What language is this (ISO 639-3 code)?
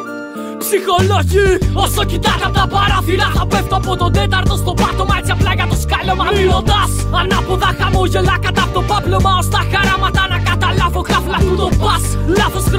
ell